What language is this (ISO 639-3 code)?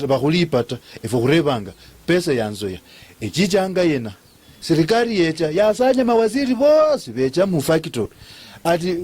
luy